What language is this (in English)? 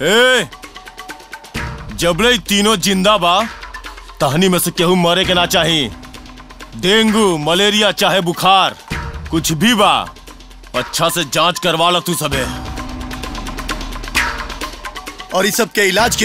Bhojpuri